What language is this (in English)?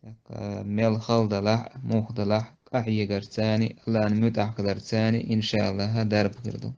Chechen